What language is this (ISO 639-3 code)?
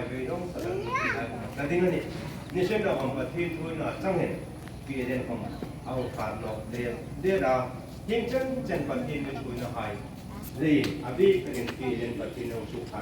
hmr